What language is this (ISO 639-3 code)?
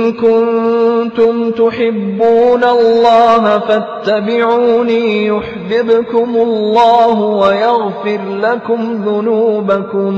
fas